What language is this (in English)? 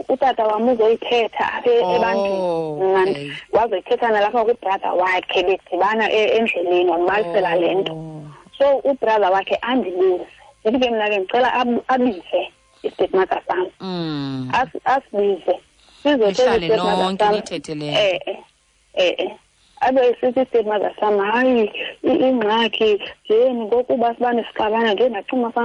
Xhosa